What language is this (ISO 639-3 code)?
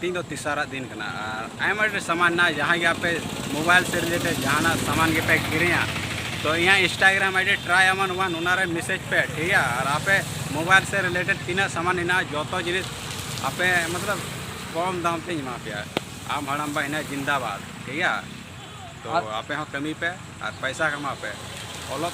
sat